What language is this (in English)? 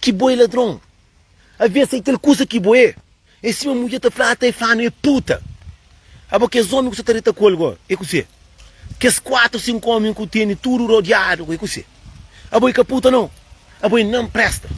Kabuverdianu